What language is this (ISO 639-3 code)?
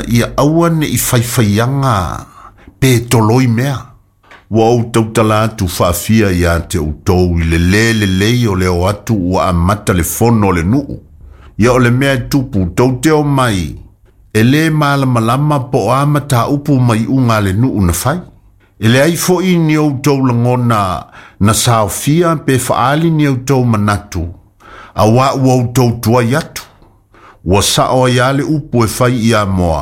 smo